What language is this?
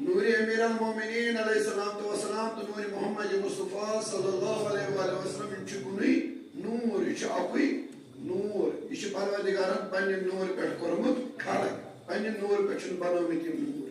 Kashmiri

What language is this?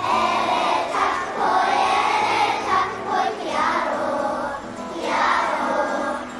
Māori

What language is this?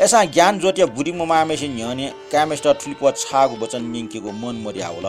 Newari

